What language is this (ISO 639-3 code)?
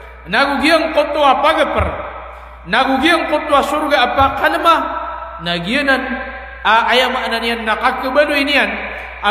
mrw